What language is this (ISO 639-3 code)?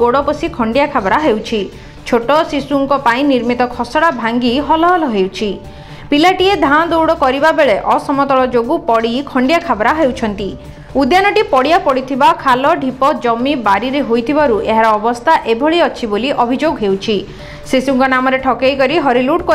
ori